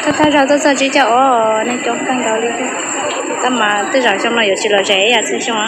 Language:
Hmong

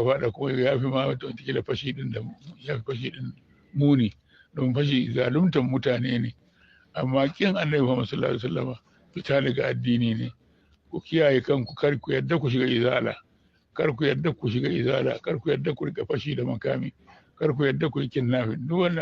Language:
Hausa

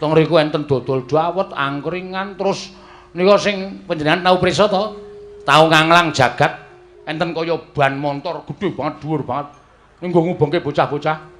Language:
Javanese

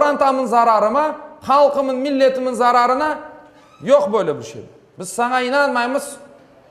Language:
Crimean Tatar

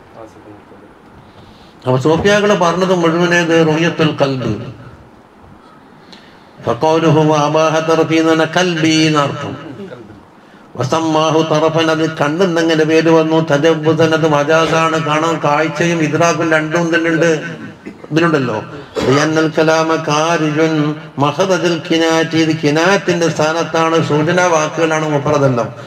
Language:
Malayalam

